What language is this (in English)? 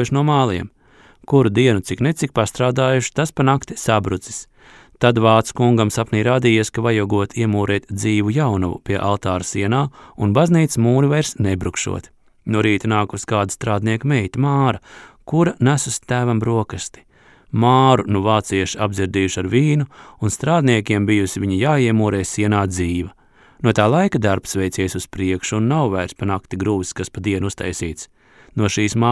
Latvian